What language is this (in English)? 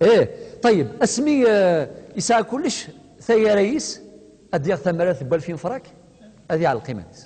Kabyle